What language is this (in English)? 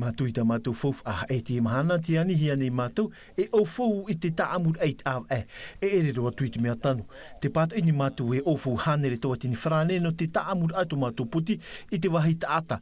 Tahitian